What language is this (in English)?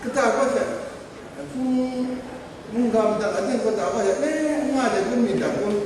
Kachin